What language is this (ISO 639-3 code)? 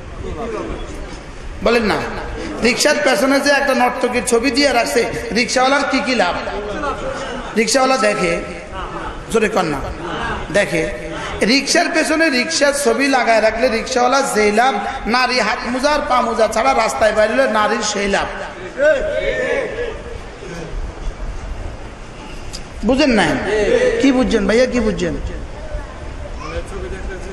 ben